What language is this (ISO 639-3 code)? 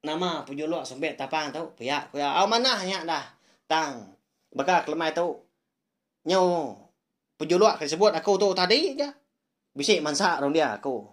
iba